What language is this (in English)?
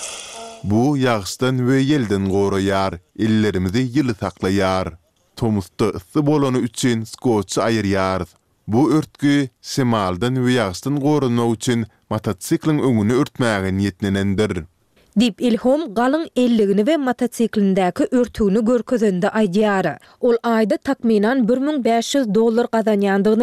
Turkmen